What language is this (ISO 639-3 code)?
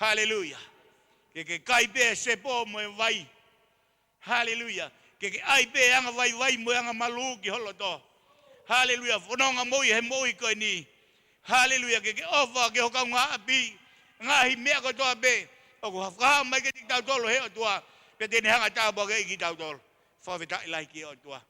ton